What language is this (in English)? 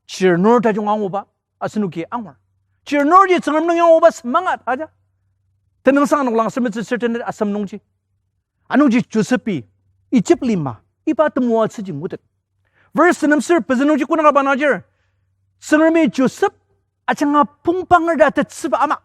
Ao Naga